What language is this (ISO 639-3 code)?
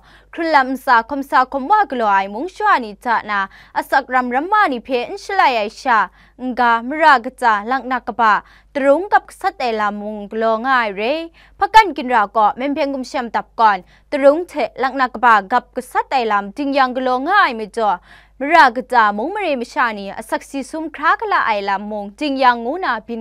kac